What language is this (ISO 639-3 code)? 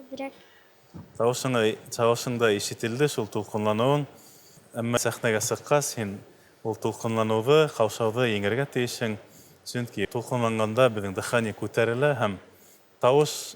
bak